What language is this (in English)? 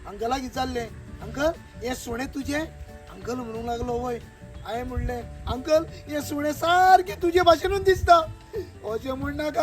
Konkani